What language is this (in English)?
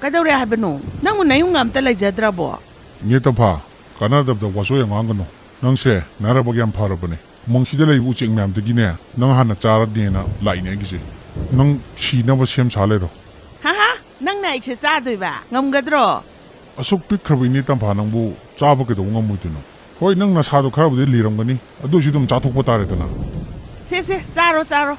Manipuri